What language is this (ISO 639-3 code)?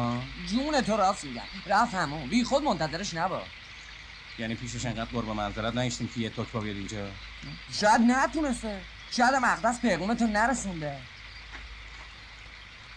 fas